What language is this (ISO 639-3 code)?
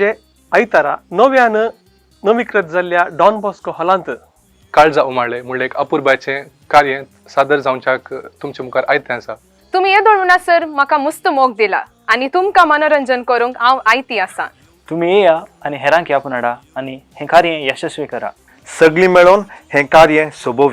kok